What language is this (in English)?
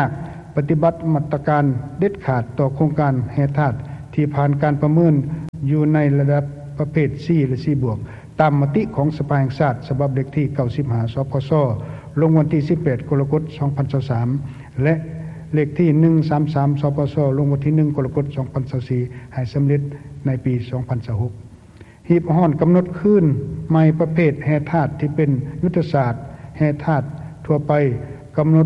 Lao